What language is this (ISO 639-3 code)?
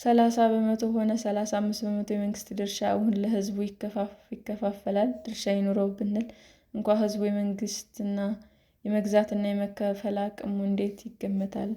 amh